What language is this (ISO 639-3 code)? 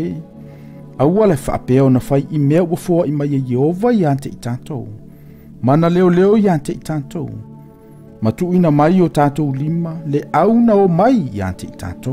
smo